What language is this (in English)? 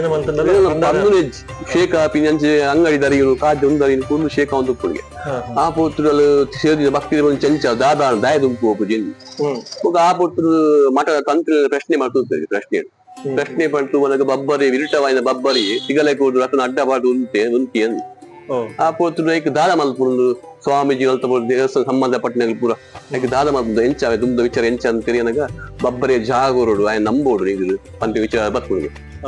Tulu